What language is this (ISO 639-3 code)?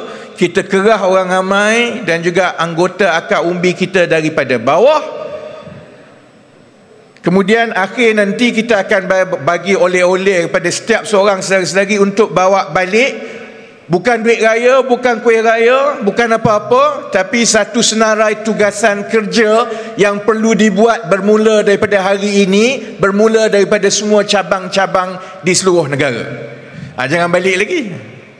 msa